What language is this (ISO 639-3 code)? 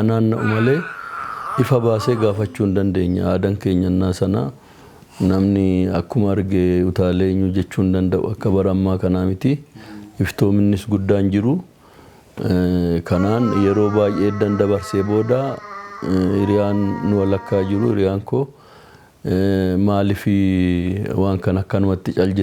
orm